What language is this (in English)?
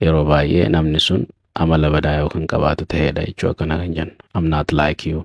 Oromo